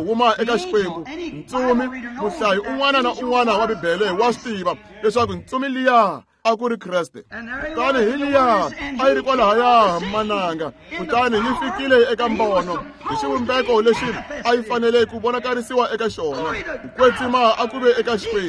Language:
Tsonga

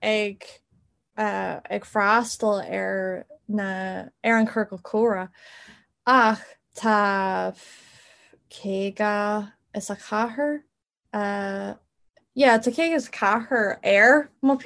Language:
Irish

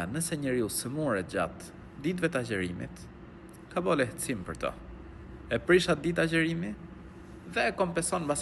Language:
Albanian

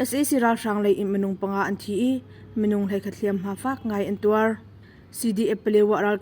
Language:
Hakha Chin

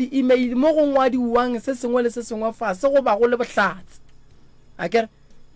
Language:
Northern Sotho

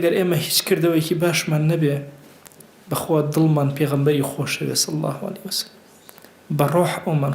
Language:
Central Kurdish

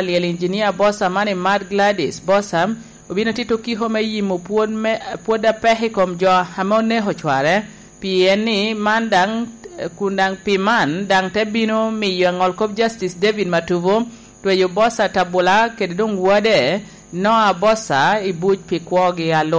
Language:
Lango (Uganda)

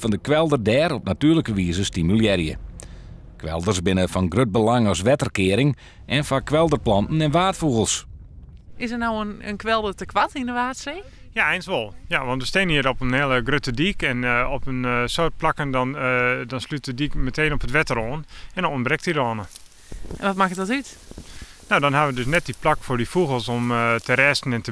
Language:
Western Frisian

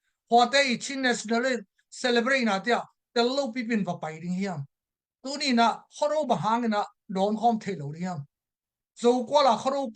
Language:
Tedim Chin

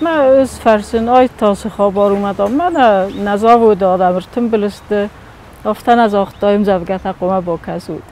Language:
Ossetic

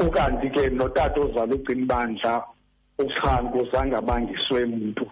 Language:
Xhosa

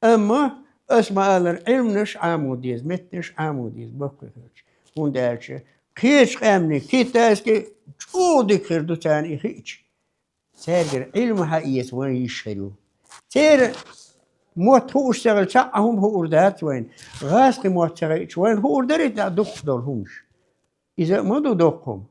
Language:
Chechen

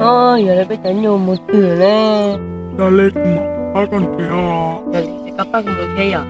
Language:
Hmong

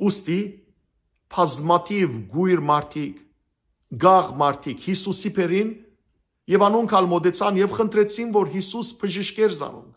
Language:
Western Armenian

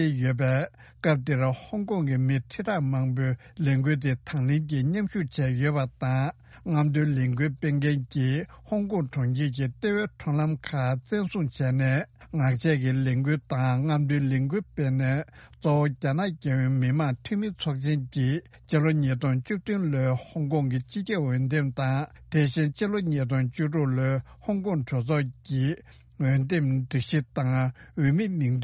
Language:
Tibetan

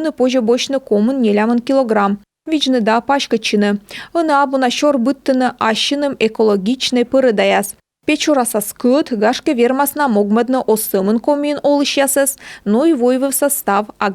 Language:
Komi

